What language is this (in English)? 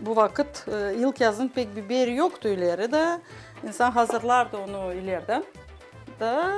Gagauz